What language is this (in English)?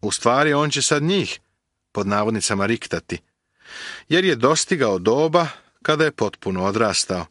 Serbian